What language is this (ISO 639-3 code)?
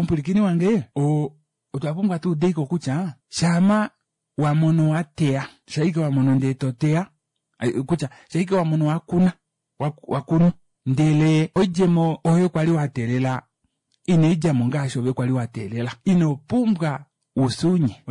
kua